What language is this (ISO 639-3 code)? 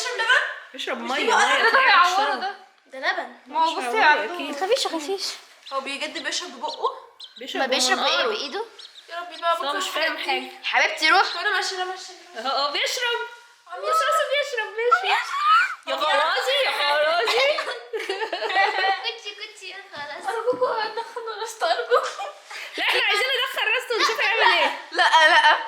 arz